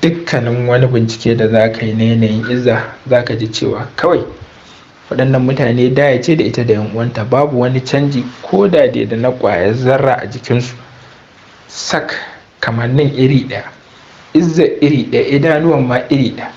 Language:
Hausa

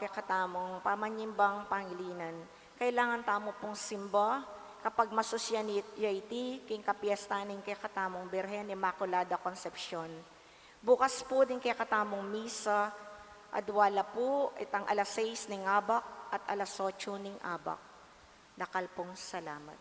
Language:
Pampanga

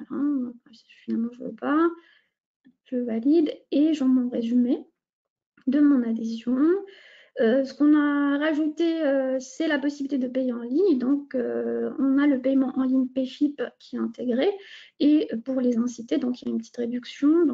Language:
French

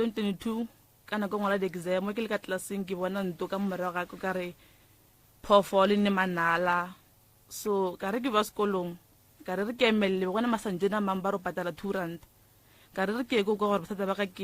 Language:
Northern Sotho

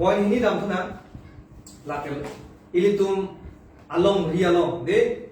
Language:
Karbi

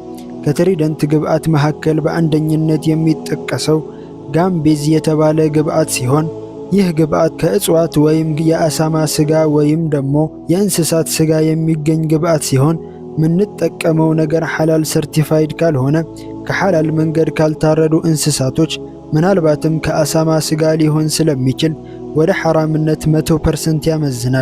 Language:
Amharic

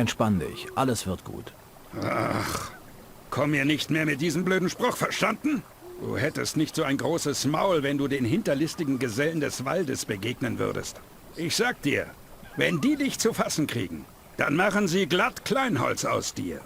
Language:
Bavarian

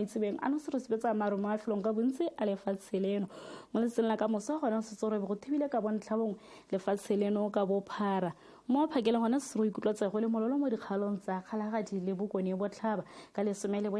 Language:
Tswana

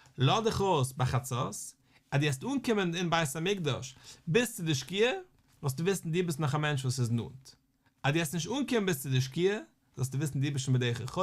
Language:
Yiddish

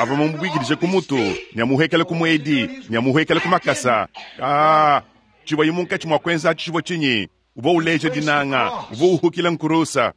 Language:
Luba-Lulua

